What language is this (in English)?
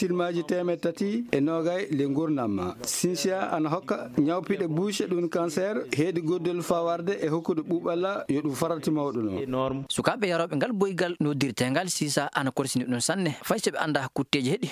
Maasina Fulfulde